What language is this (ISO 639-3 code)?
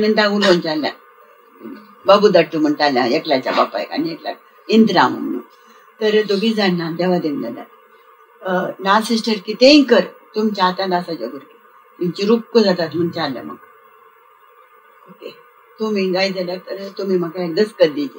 kok